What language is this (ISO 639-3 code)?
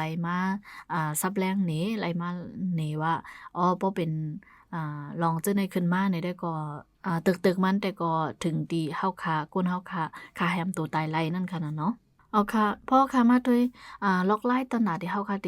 shn